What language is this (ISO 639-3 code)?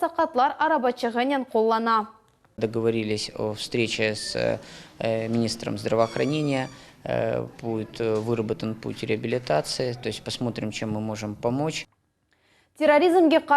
crh